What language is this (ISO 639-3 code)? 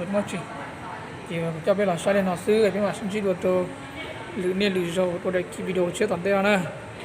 hmn